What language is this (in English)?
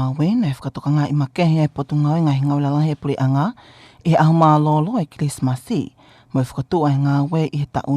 Tongan